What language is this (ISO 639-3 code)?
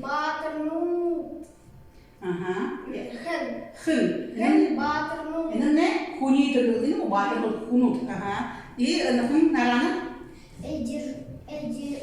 bua